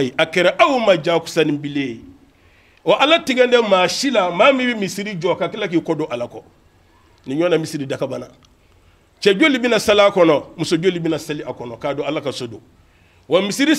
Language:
Bambara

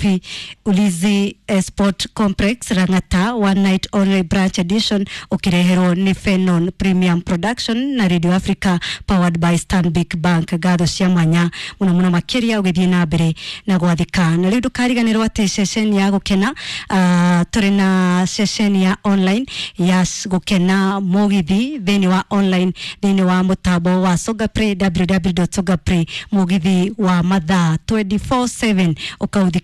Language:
Kikuyu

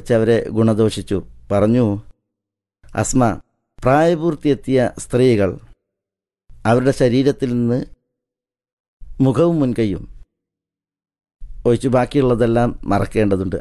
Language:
Malayalam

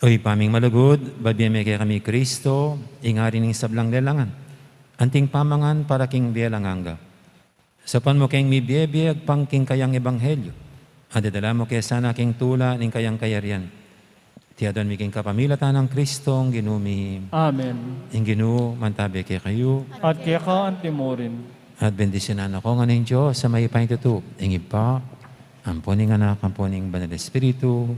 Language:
Pampanga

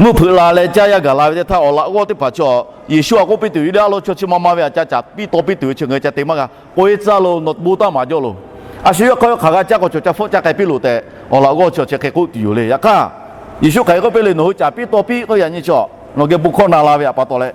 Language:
Lahu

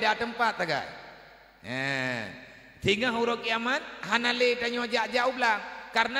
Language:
Achinese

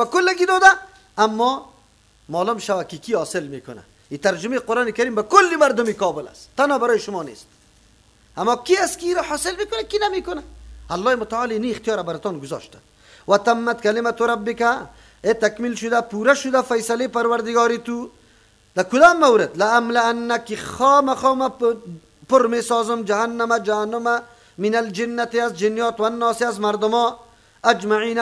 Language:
Persian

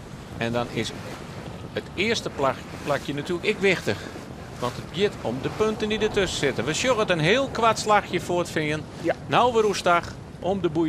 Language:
Western Frisian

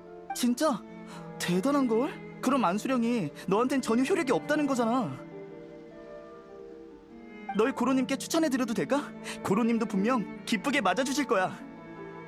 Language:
Korean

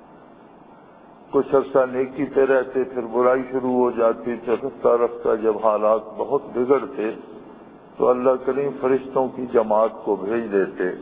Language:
Urdu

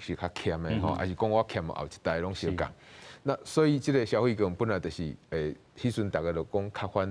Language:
Min Nan Chinese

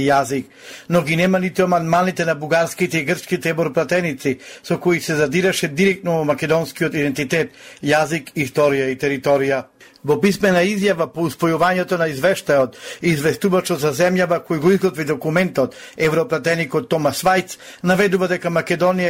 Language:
Macedonian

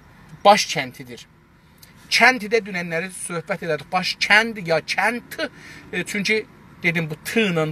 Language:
South Azerbaijani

